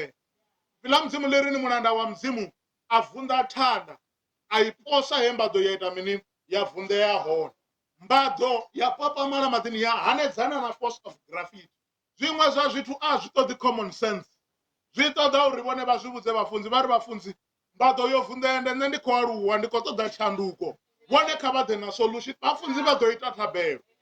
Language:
Venda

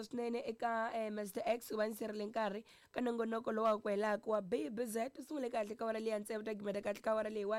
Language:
Tsonga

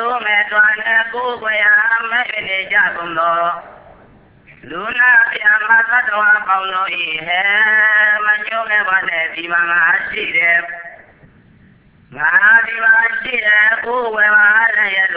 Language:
Burmese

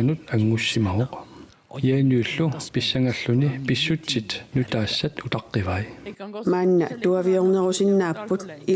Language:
Kalaallisut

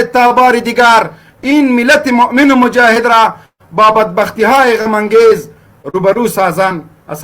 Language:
Pashto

